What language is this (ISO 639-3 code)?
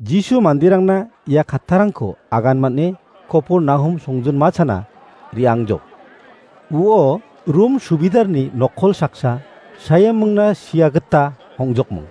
grt